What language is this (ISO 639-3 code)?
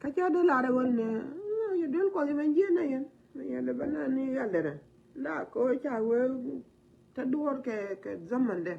nus